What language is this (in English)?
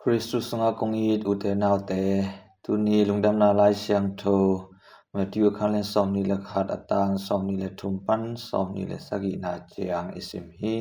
Tedim Chin